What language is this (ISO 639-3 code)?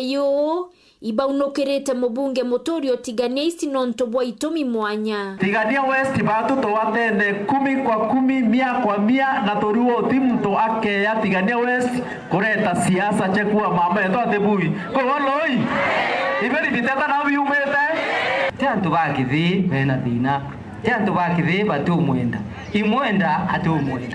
mer